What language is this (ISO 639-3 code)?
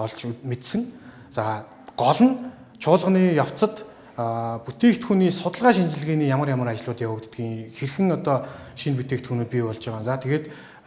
mon